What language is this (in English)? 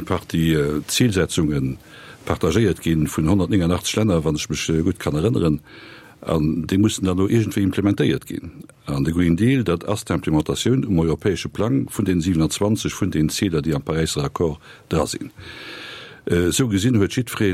Luxembourgish